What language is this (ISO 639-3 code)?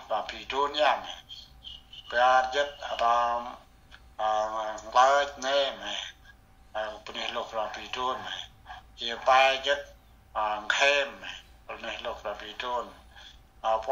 cmo